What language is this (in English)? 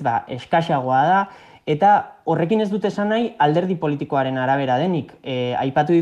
Basque